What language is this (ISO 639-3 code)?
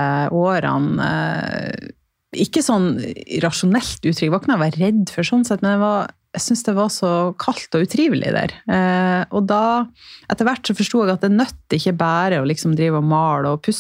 nor